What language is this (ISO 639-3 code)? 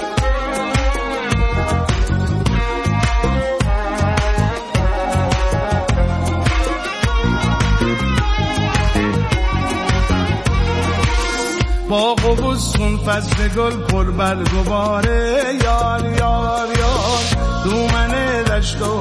fas